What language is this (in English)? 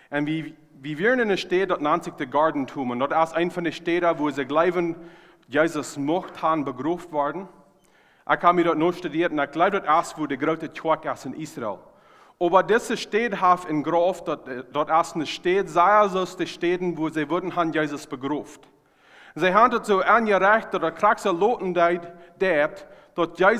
Plautdietsch